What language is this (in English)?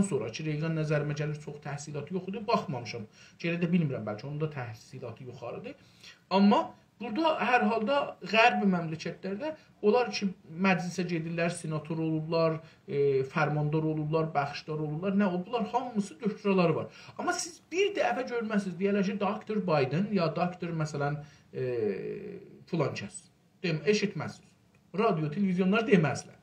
South Azerbaijani